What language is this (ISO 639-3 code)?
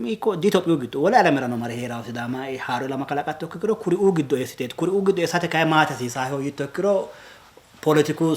sid